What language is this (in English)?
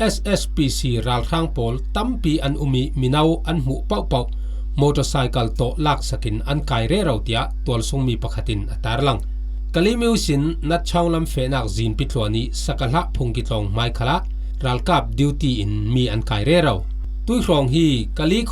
Falam Chin